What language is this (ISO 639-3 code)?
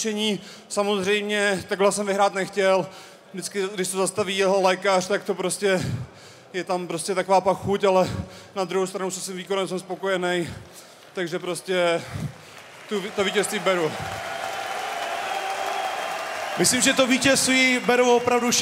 ces